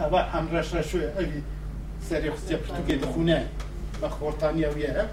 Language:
Kurdish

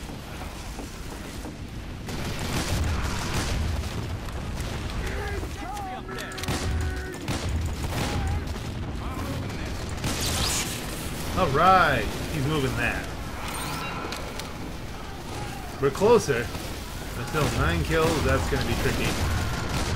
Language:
English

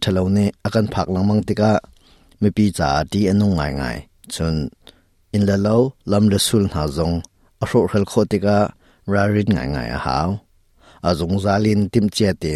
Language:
Hakha Chin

